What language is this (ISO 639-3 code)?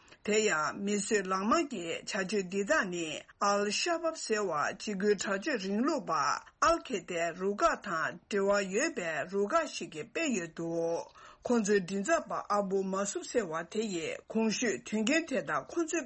bod